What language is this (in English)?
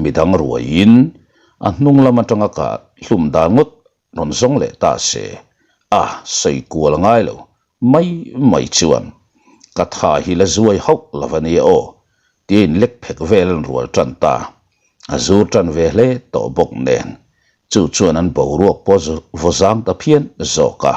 Mizo